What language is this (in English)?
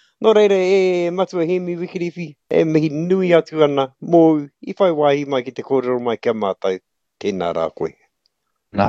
Māori